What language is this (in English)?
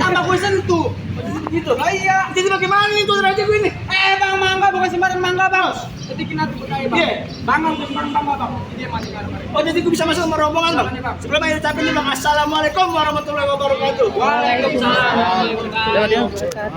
Betawi